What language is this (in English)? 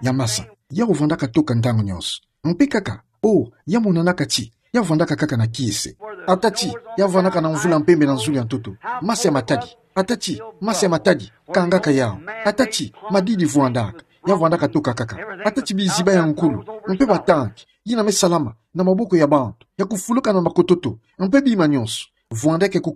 Kituba (Democratic Republic of Congo)